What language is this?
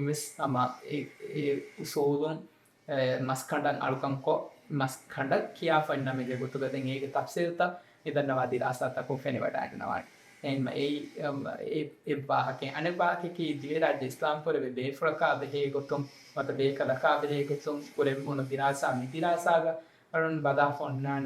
Divehi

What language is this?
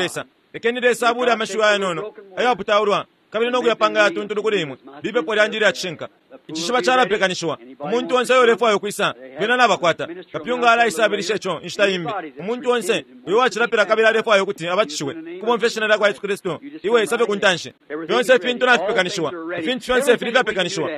Bemba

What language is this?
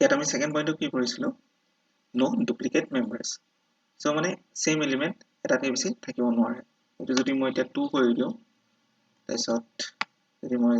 Assamese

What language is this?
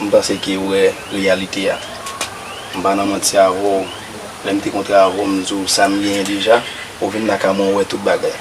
Haitian Creole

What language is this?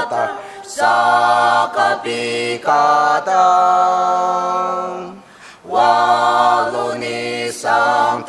Ao Naga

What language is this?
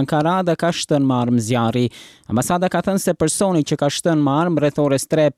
Albanian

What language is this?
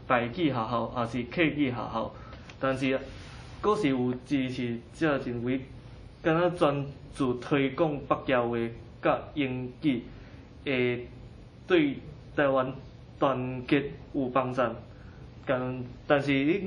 Min Nan Chinese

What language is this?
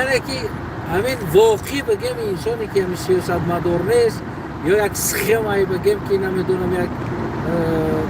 Tajik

